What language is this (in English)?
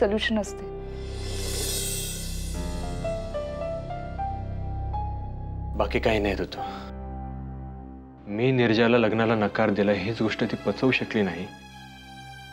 Marathi